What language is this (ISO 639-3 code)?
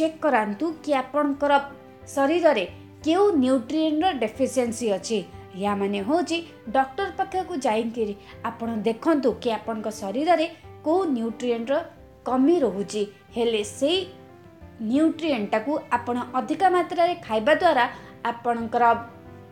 ori